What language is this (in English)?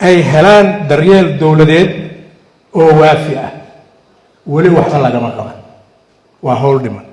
Somali